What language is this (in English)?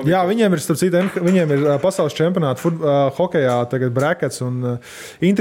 Latvian